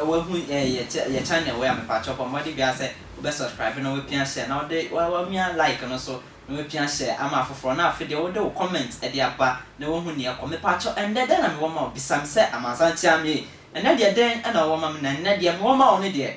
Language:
Akan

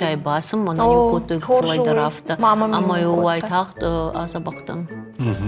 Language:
Ossetic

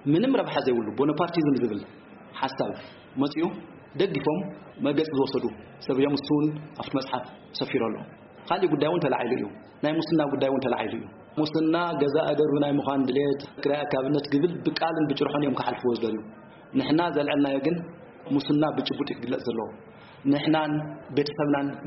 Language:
Tigrinya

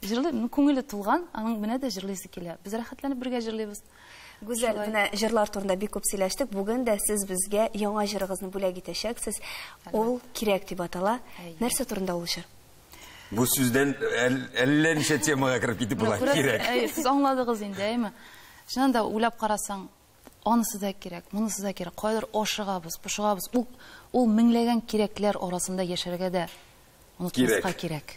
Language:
Tatar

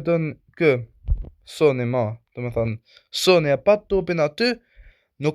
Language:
Albanian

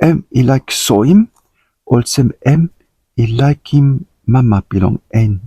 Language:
Tok Pisin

